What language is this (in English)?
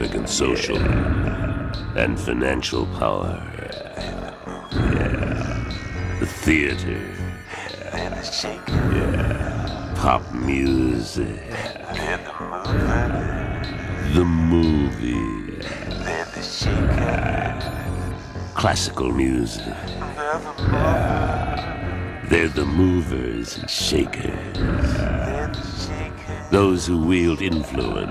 English